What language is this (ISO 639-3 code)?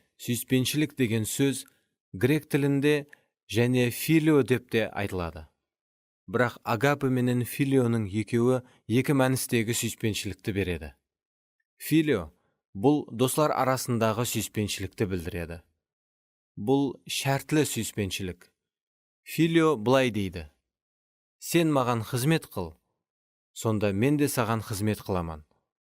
kaa